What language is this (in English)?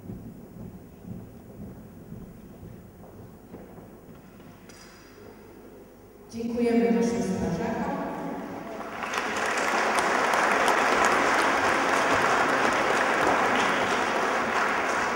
Polish